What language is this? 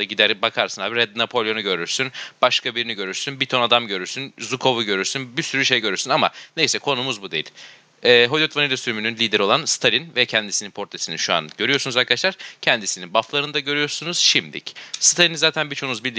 Turkish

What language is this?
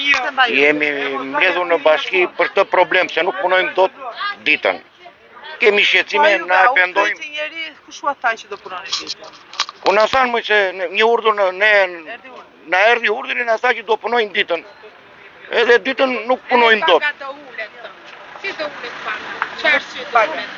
Albanian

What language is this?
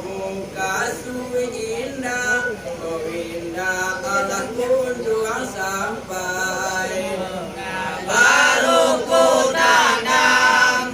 Minangkabau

